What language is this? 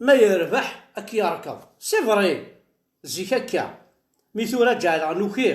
Kabyle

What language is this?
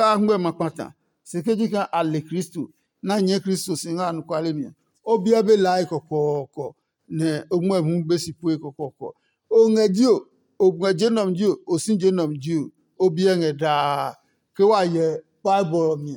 Adangme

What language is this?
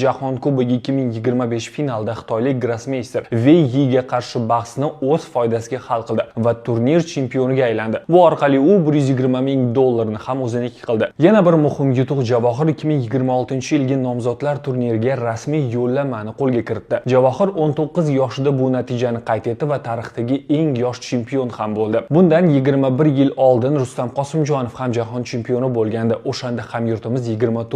Uzbek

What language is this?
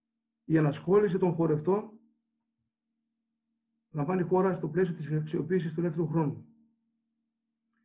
Greek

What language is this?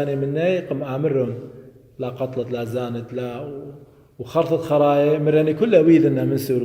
Assyrian Neo-Aramaic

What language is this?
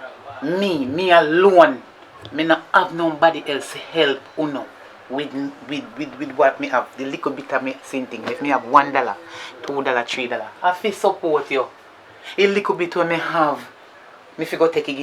Jamaican Creole English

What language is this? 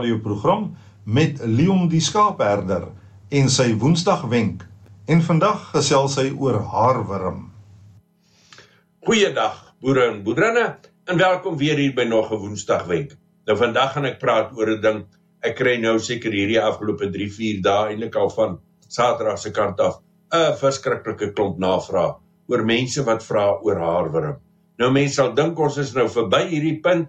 Afrikaans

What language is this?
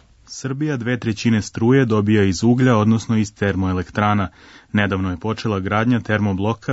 Serbian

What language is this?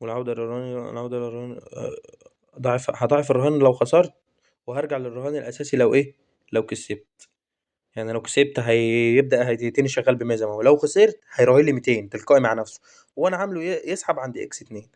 Egyptian Arabic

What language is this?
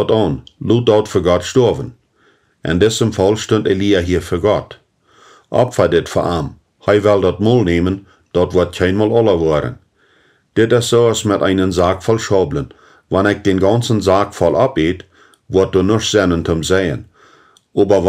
Plautdietsch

